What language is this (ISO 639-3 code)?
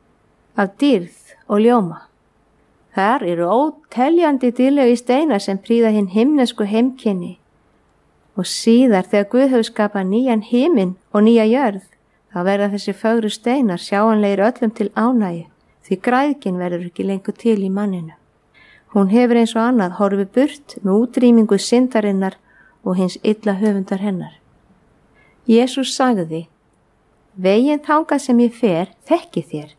isl